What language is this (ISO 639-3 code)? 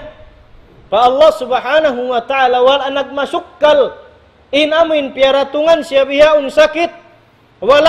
tsg